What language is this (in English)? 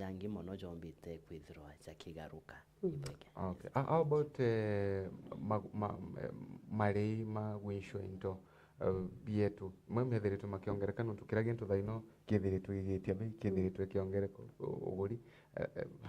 Meru